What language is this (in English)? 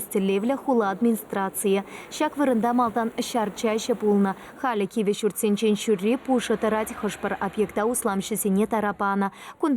Chuvash